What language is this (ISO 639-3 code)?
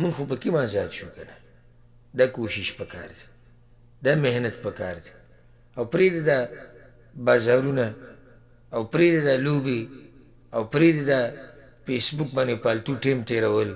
pus